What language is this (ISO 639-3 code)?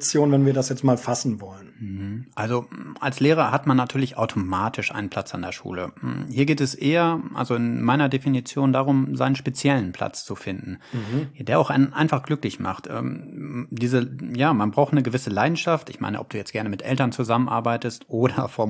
deu